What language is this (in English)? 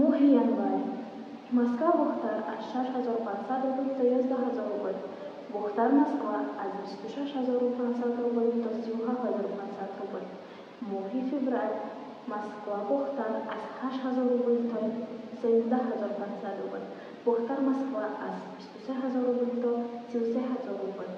Tajik